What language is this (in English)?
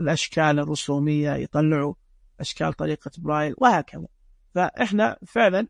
Najdi Arabic